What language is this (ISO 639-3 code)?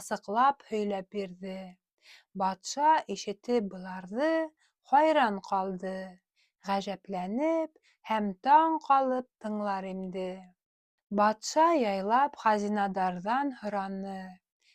bak